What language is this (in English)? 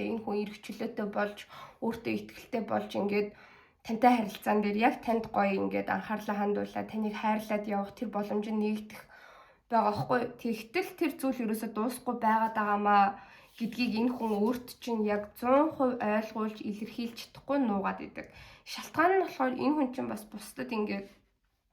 Mongolian